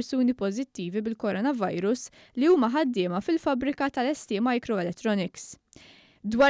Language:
Maltese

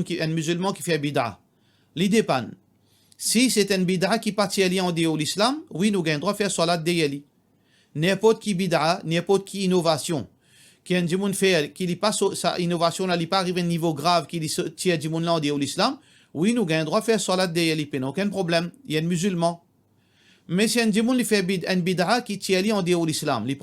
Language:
Morisyen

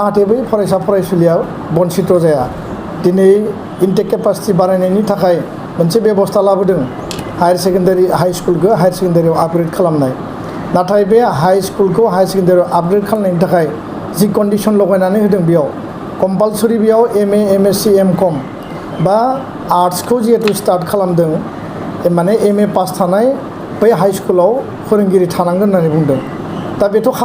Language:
Bodo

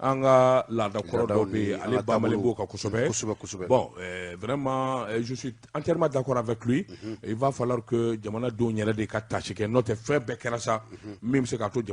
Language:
Bambara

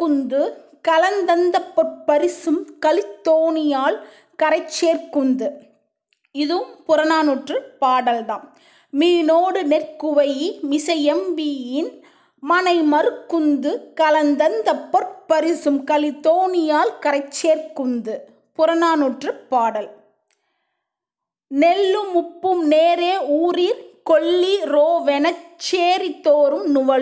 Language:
Tamil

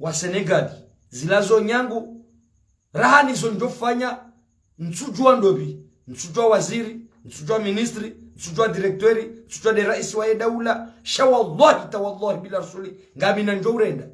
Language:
Ngazidja Comorian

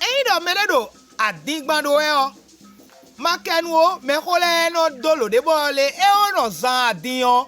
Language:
Fon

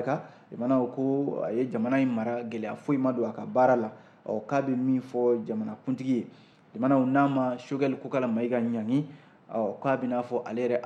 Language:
Bambara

